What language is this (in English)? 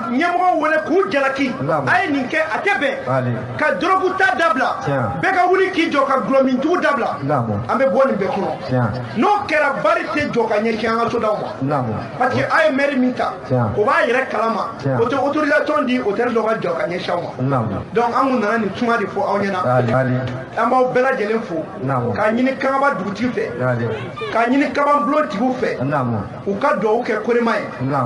Bambara